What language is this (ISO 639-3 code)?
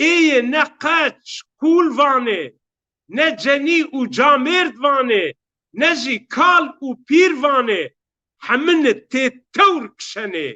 zza